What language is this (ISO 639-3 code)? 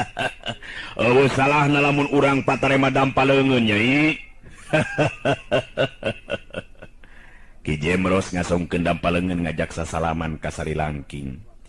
sun